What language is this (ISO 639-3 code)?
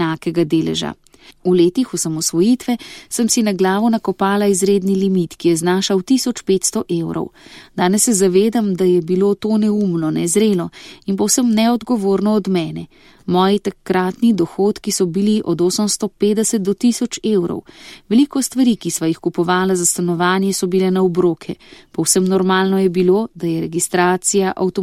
slv